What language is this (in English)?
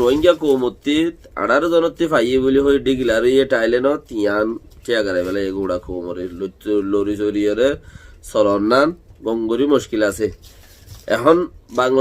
Rohingya